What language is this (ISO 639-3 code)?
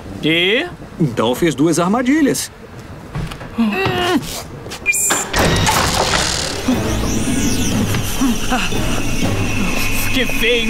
por